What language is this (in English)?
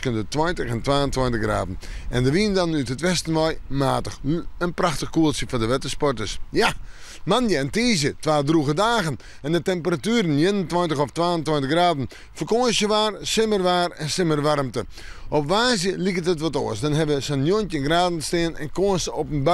Western Frisian